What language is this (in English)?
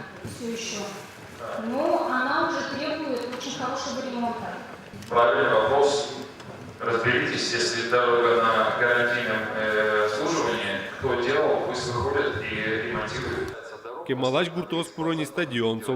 Udmurt